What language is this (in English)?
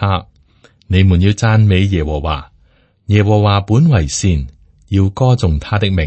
Cantonese